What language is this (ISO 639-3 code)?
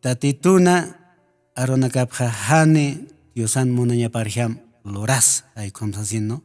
aym